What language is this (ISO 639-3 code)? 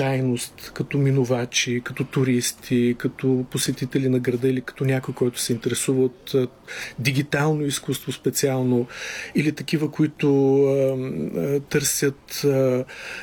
bul